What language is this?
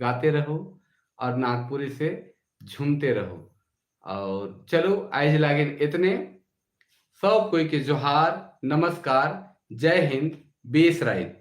Sadri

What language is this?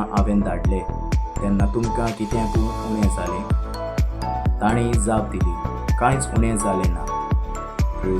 Konkani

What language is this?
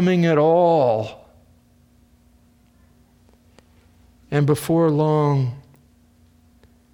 English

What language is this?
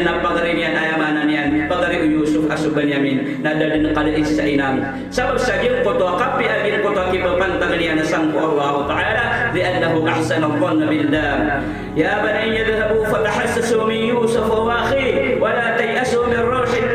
Maranao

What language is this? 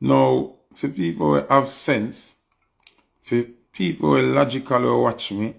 Jamaican Creole English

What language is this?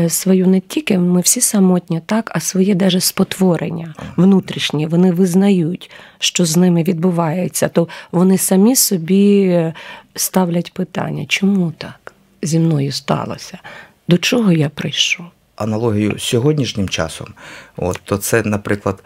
Ukrainian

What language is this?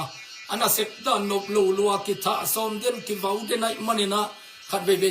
Tedim Chin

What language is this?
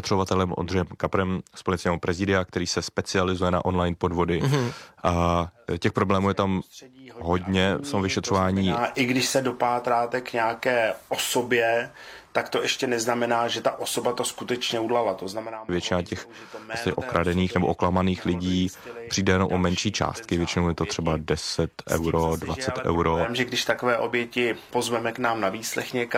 Czech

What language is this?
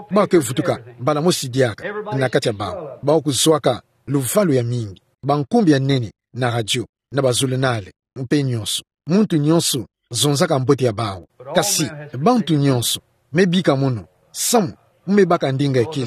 Kituba (Democratic Republic of Congo)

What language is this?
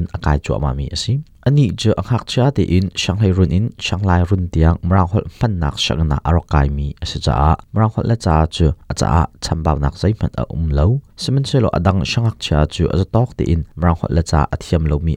Hakha Chin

